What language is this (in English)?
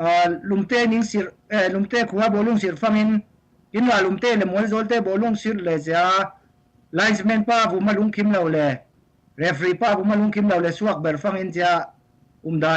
Falam Chin